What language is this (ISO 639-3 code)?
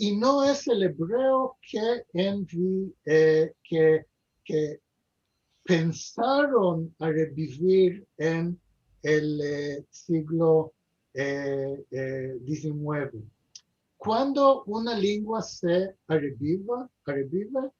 lad